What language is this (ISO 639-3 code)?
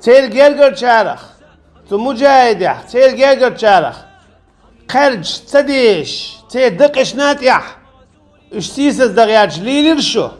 che